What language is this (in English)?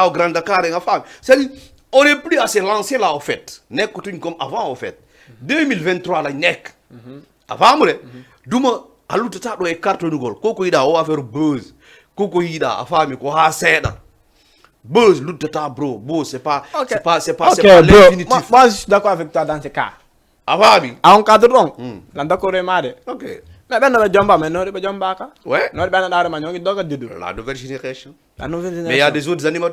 Fula